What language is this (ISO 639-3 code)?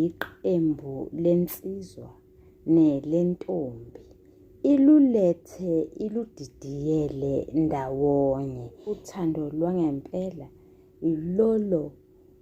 zul